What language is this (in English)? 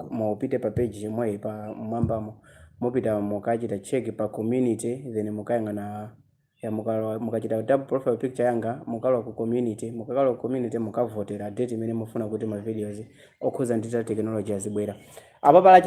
Nyanja